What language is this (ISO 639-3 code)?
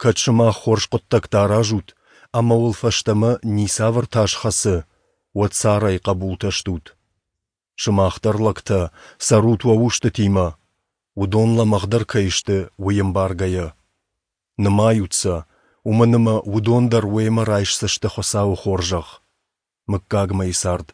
oss